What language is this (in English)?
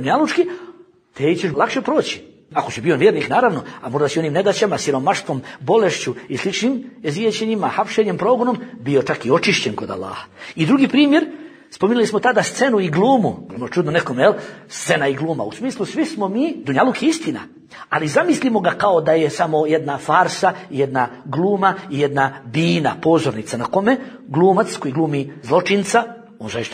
Bosnian